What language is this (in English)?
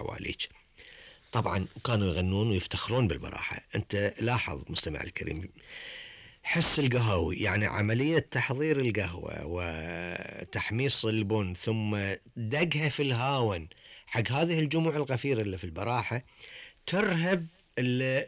Gulf Arabic